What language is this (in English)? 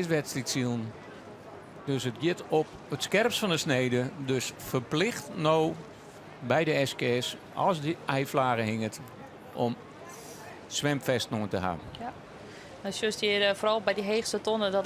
Western Frisian